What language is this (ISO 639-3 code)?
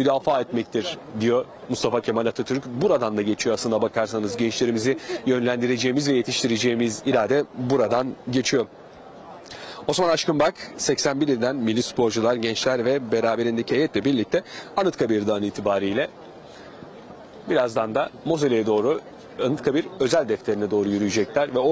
tur